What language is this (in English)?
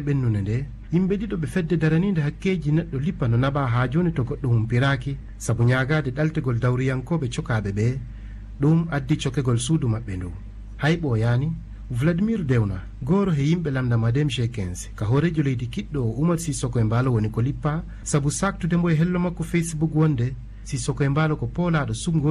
Fula